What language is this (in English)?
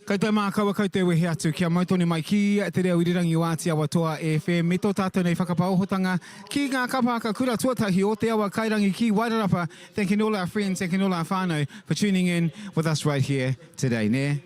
Māori